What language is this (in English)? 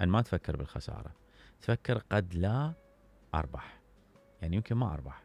Mesopotamian Arabic